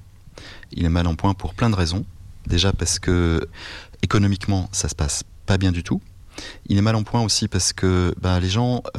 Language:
French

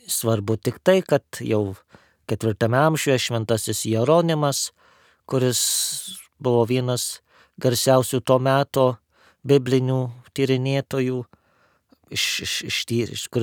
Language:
Lithuanian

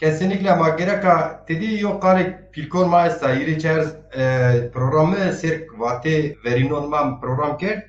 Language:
Zaza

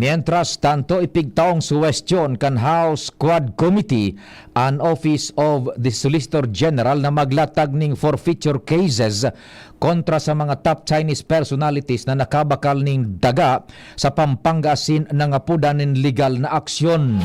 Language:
Bikol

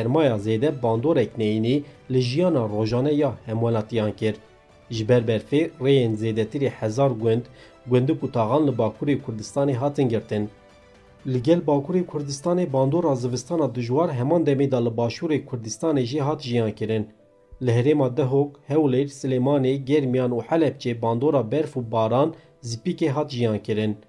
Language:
Kurdish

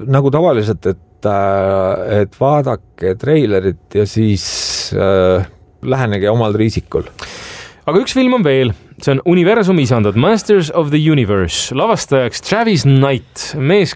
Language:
Estonian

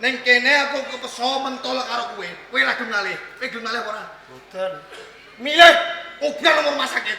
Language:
Javanese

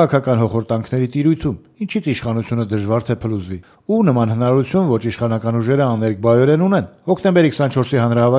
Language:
Armenian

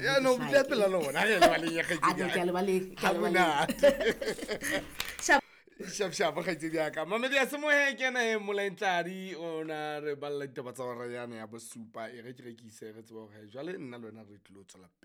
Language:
Southern Sotho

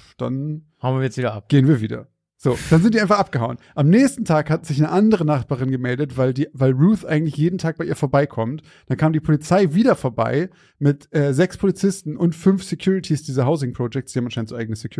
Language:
German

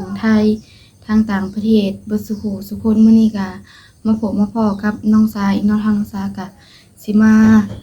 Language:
Northeastern Thai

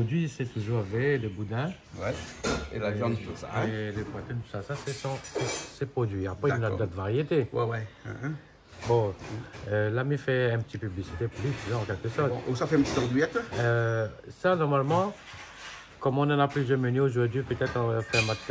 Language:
Réunion Creole French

